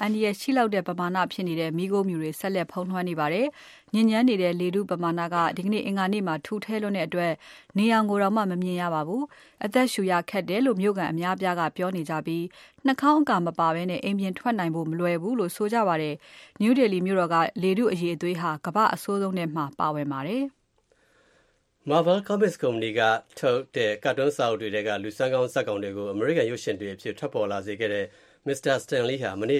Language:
Burmese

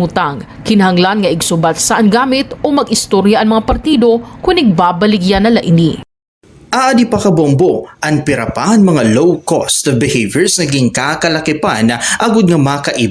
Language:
Waray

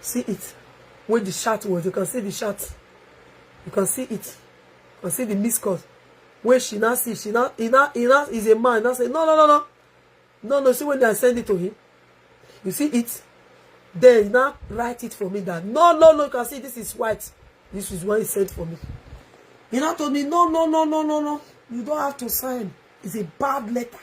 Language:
Nigerian Pidgin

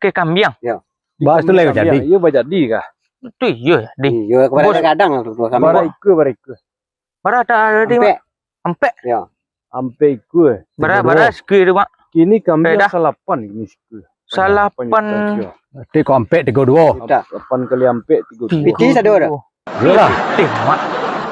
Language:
Minangkabau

